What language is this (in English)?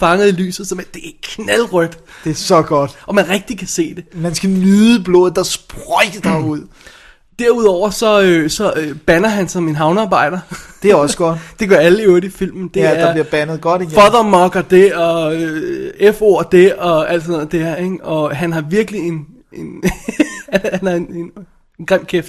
Danish